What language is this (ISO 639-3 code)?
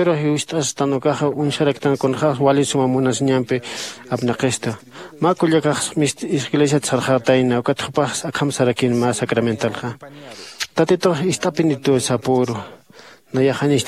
aym